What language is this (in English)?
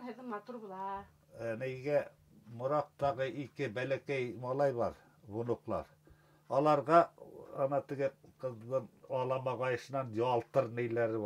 Bashkir